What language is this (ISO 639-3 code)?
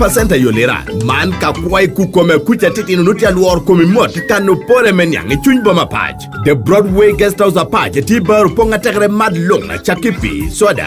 laj